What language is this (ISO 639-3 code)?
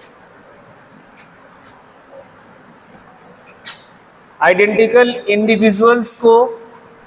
hin